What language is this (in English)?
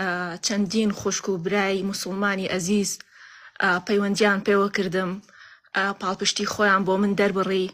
Central Kurdish